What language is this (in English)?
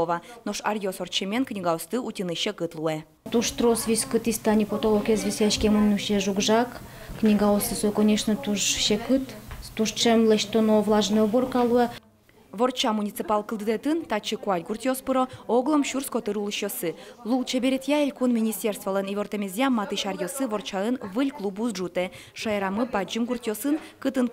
Udmurt